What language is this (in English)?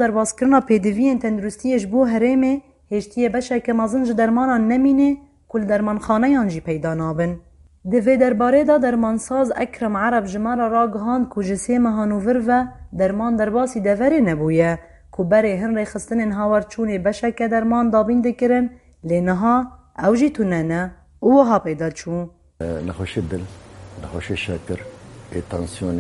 Kurdish